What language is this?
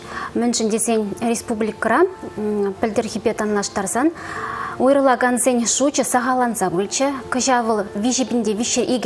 Chuvash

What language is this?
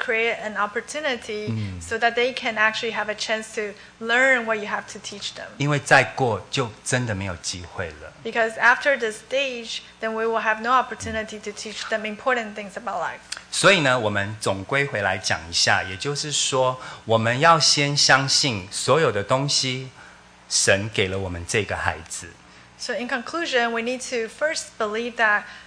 Chinese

